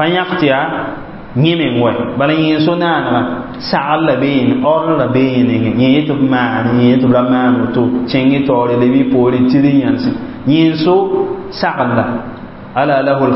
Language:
Mossi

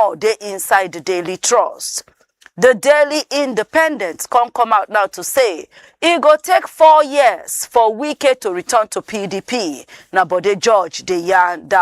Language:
Nigerian Pidgin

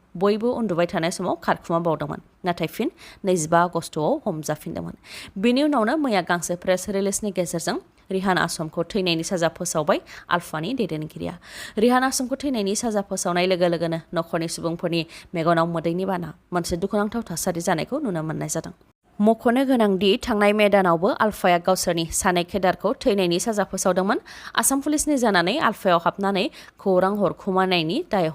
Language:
Bodo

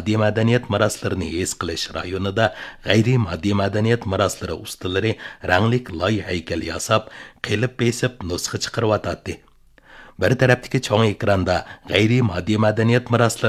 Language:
Uyghur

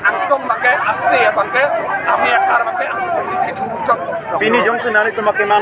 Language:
Karbi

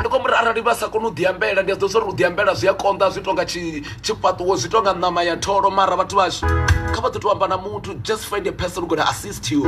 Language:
Venda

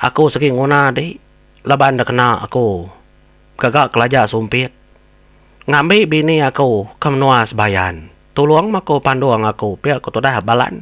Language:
Iban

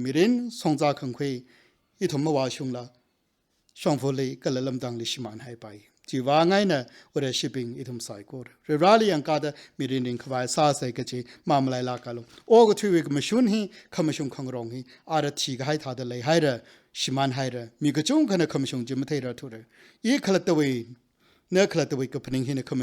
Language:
Tangkhul Naga (India)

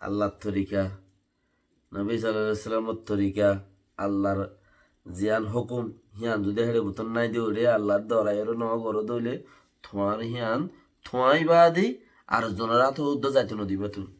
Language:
Rohingya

